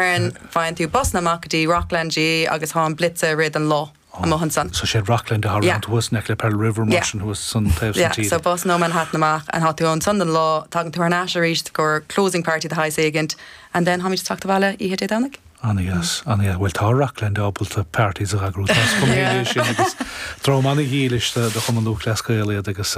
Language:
Irish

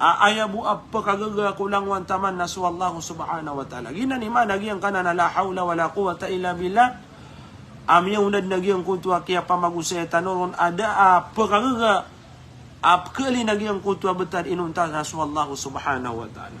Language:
Maranao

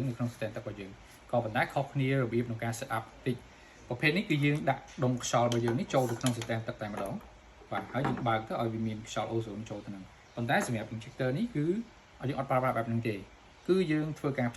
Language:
Khmer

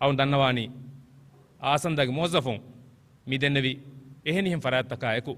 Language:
Divehi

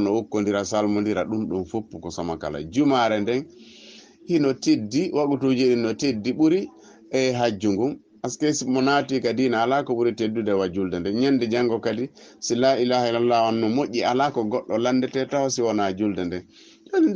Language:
Fula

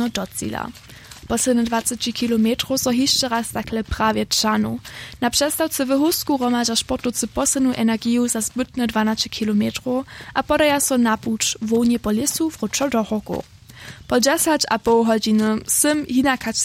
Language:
Upper Sorbian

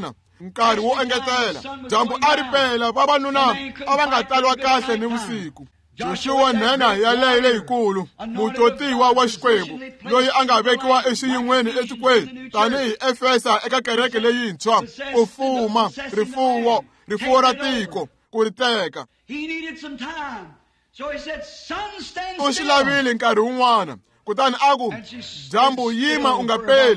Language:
Tsonga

